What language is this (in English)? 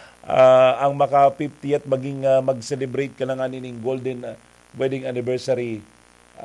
Bikol